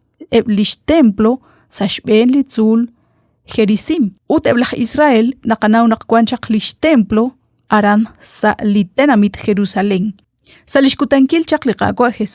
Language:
Kekchí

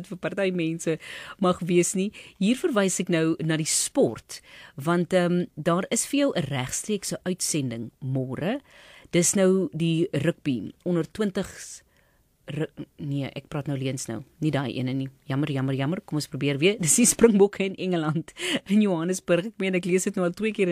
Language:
Afrikaans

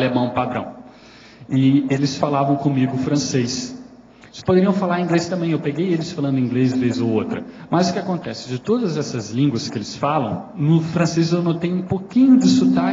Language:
Portuguese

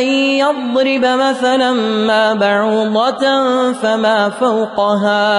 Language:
Arabic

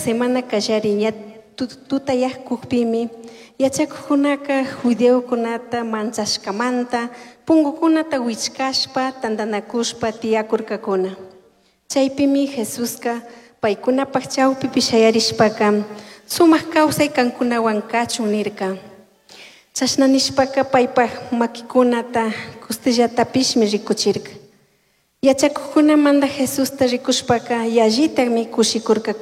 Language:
Chimborazo Highland Quichua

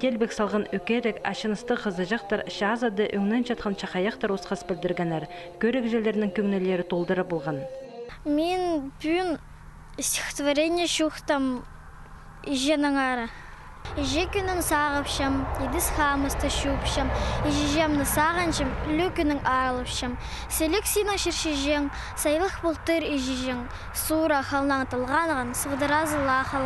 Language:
Khakas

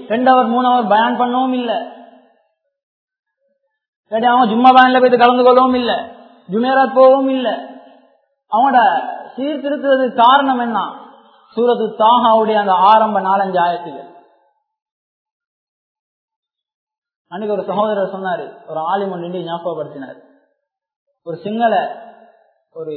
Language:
Tamil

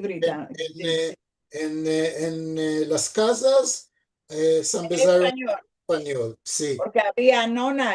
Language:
Ladino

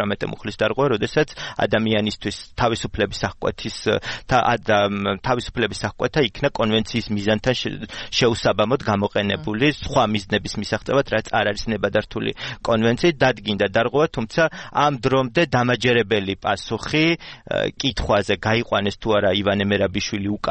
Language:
Georgian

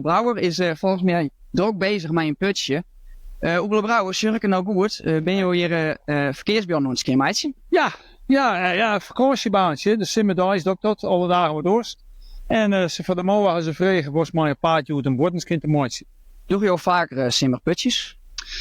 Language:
Western Frisian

